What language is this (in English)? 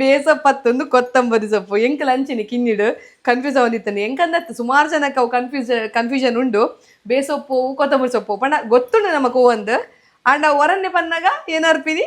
Tulu